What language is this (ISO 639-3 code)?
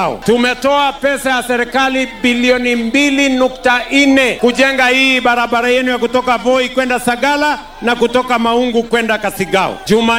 swa